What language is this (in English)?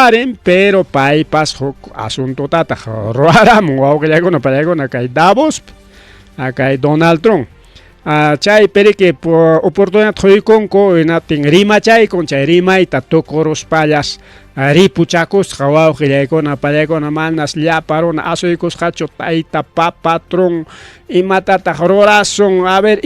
Ayacucho Quechua